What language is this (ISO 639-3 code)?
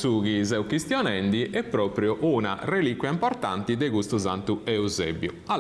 srd